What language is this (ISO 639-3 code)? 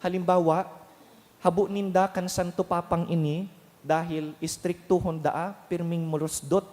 bik